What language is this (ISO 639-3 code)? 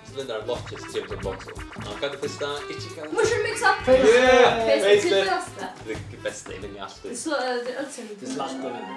fao